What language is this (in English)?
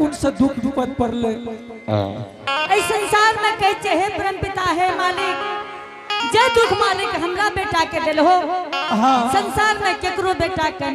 Angika